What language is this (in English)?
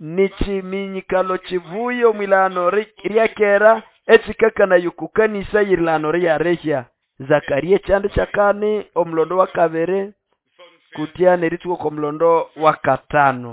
Nande